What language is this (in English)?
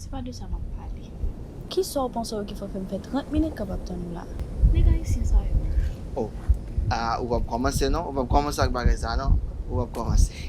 Haitian Creole